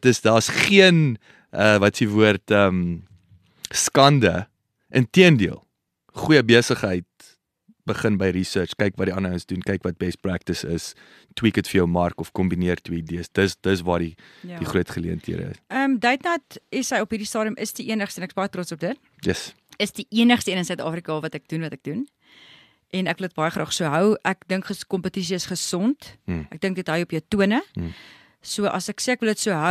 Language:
Afrikaans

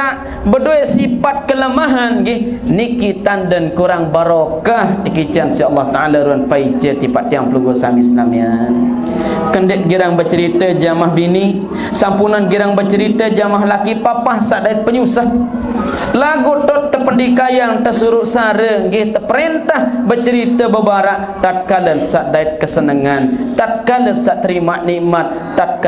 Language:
Sasak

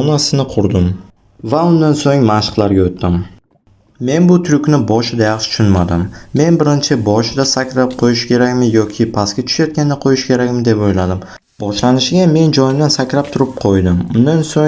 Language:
Uzbek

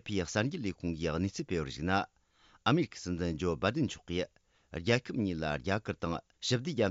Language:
Tibetan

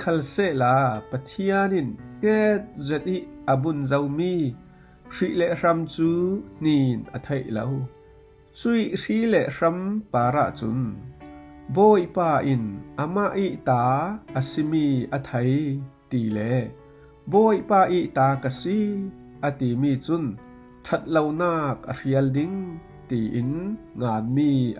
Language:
Falam Chin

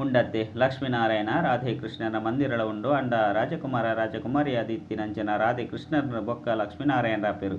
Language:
Tulu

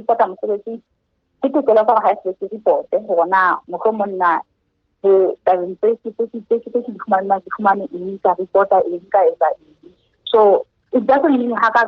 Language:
Southern Sotho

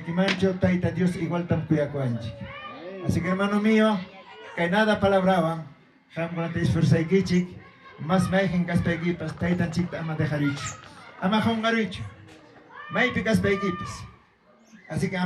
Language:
Ayacucho Quechua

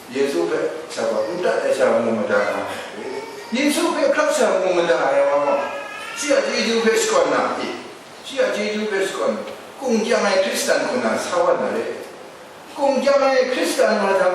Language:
Kachin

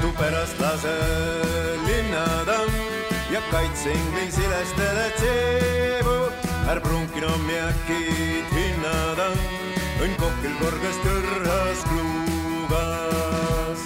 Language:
Estonian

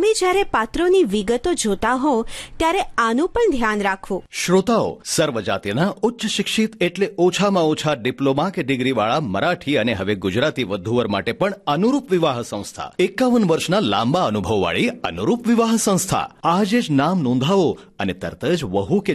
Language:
Gujarati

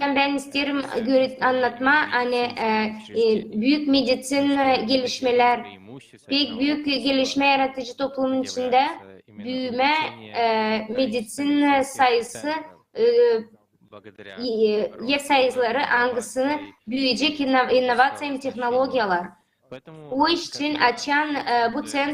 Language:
Gagauz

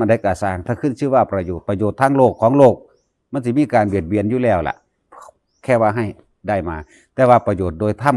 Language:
Northeastern Thai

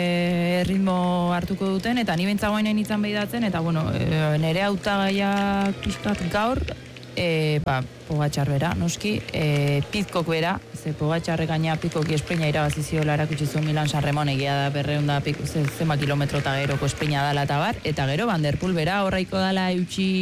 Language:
Basque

